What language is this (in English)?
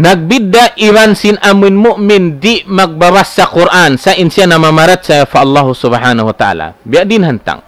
Tausug